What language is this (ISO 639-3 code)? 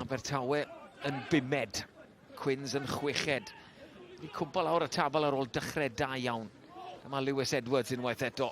cym